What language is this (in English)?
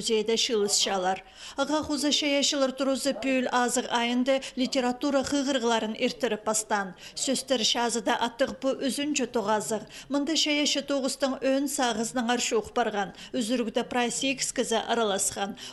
Khakas